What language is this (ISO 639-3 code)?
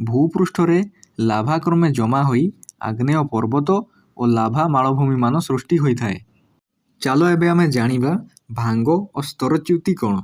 ori